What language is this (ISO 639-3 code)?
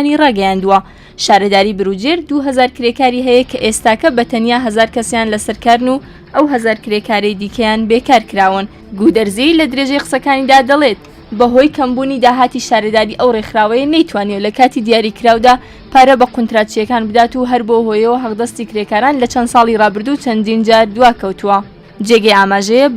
ckb